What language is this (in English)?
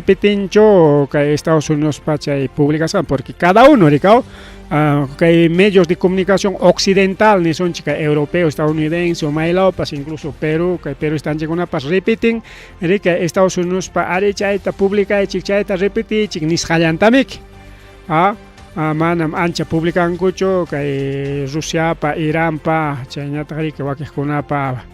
Ayacucho Quechua